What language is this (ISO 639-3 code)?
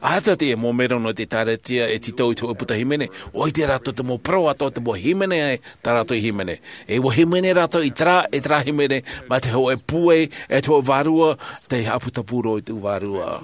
tah